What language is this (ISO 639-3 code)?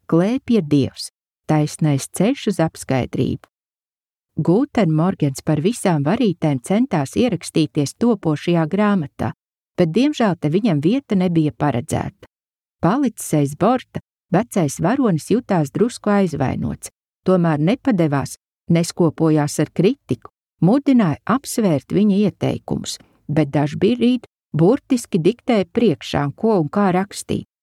lav